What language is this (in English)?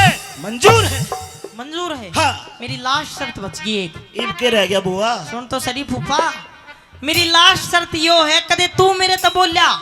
Haryanvi